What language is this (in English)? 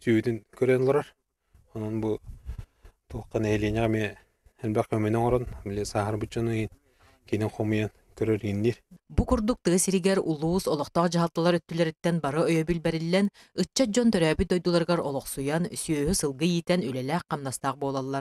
Yakut